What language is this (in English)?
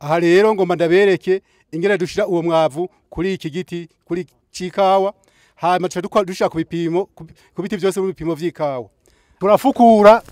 Rundi